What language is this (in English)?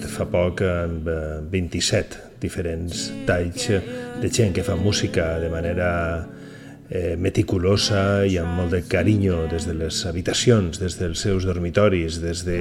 Catalan